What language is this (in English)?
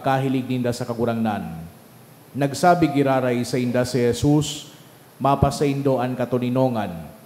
Bikol